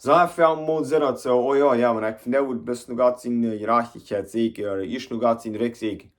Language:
Plautdietsch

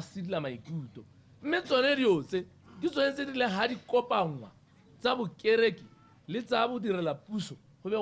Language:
Tswana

